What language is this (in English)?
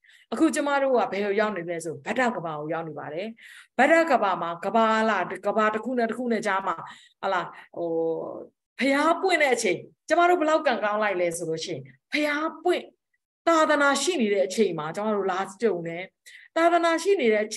Burmese